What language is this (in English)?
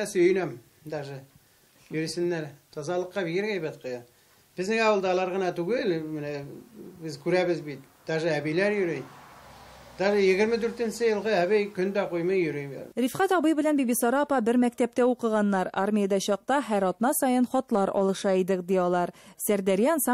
Tatar